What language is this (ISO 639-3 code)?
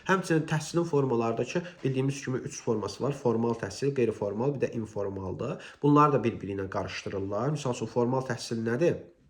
aze